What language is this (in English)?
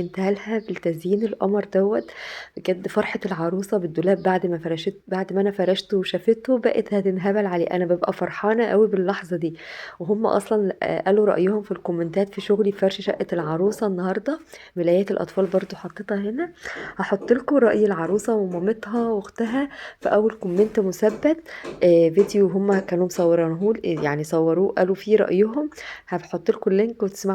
Egyptian Arabic